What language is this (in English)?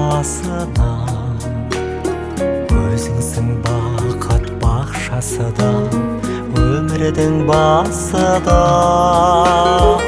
Kazakh